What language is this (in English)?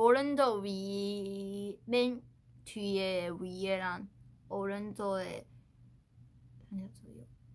Korean